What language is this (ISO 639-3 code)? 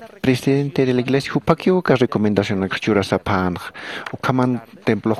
aym